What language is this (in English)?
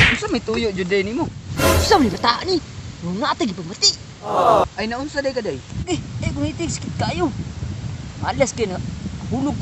Cebuano